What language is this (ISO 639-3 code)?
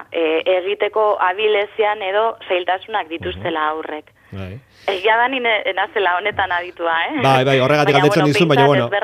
eus